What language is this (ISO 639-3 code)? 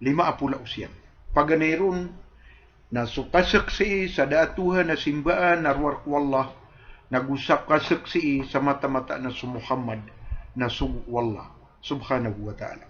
mrw